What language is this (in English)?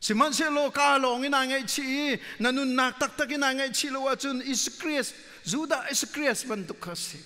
Hakha Chin